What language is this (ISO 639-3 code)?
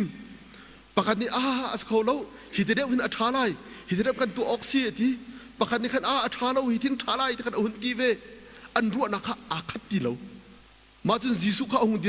cnh